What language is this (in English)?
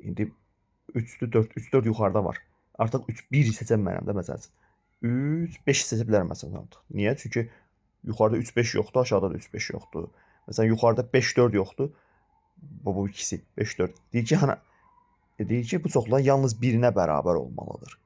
Azerbaijani